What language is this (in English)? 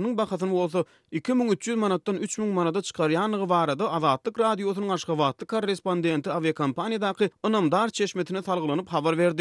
Turkmen